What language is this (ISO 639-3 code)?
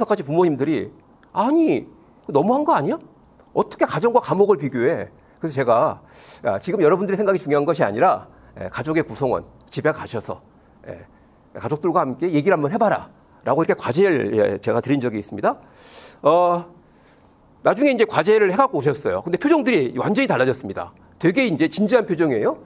kor